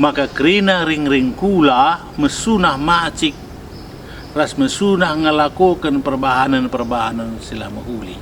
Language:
Batak Karo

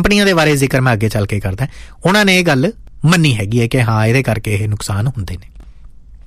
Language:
Punjabi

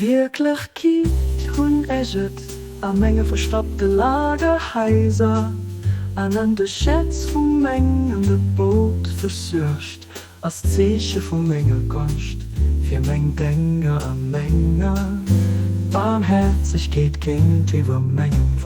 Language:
Luxembourgish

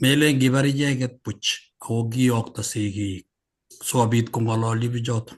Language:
Kalenjin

